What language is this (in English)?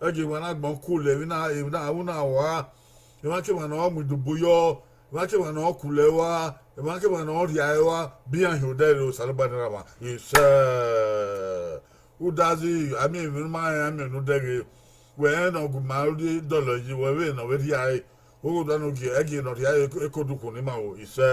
Bini